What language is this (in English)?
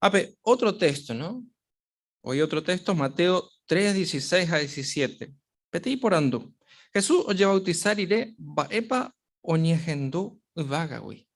Guarani